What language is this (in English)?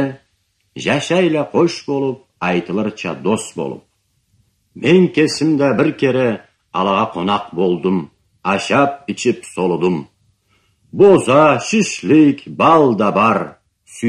Karachay-Balkar